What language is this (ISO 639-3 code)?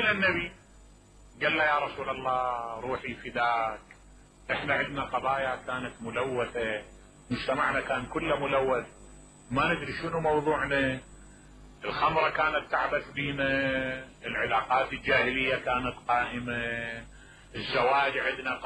acm